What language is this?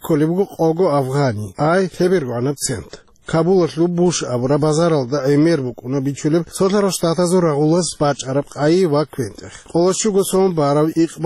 Avaric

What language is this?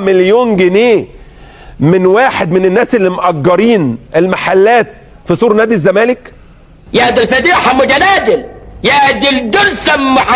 Egyptian Arabic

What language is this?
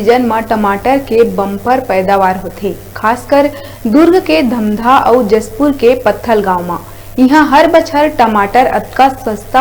Chhattisgarhi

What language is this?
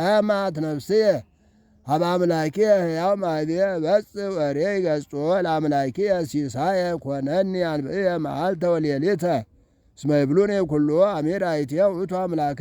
Geez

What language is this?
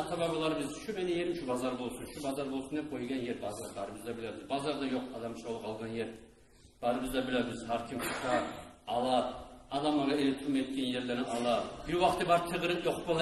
Kumyk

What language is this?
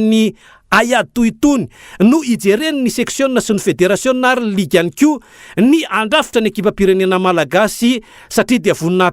Malagasy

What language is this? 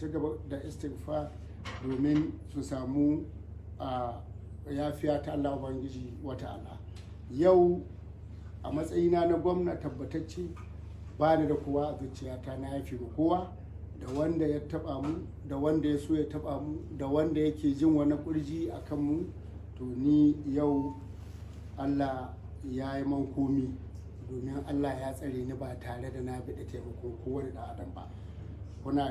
Hausa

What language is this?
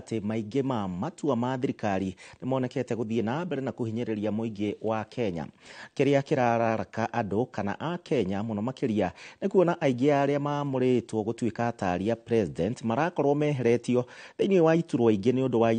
Kikuyu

